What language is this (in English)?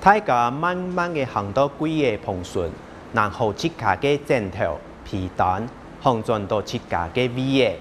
Hakka Chinese